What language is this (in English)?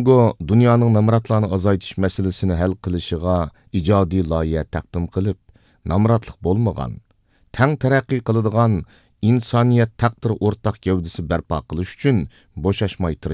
Uyghur